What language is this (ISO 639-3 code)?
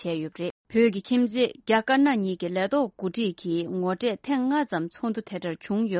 bod